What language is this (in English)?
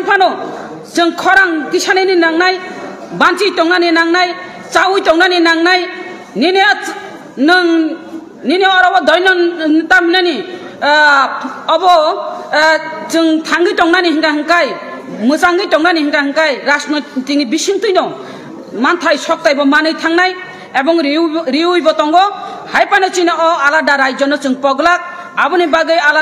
Kok Borok